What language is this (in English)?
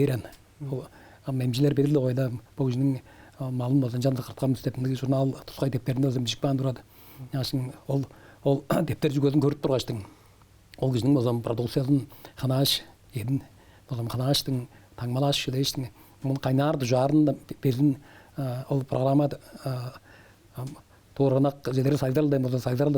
Tuvinian